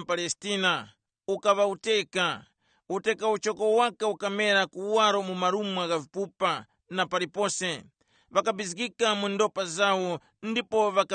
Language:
Tumbuka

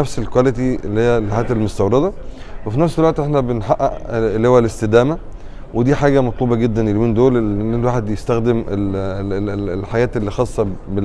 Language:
Egyptian Arabic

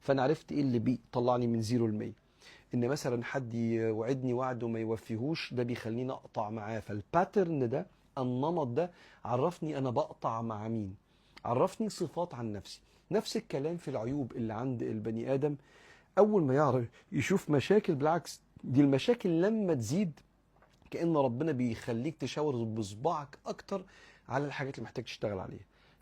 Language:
Egyptian Arabic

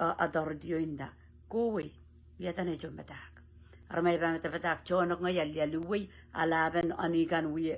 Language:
Pohnpeian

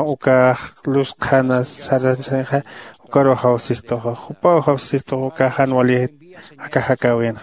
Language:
Aymara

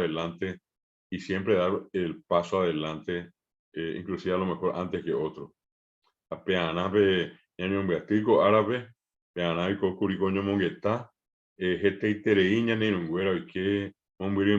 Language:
Guarani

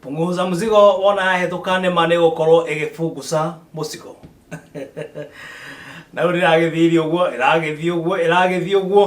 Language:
Kikuyu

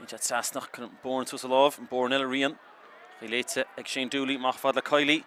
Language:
Irish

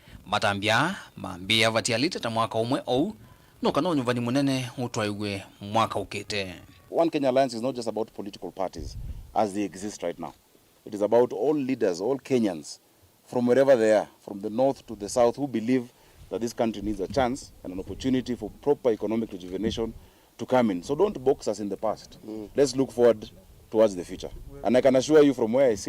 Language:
Kamba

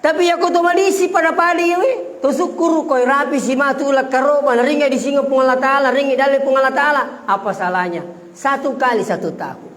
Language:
Buginese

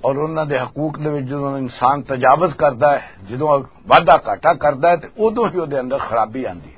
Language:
Western Panjabi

